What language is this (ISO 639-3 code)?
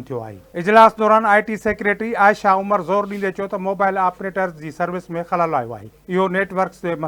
snd